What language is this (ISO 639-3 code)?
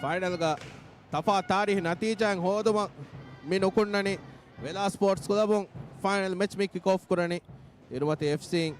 div